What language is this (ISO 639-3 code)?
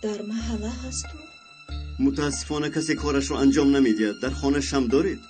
tgk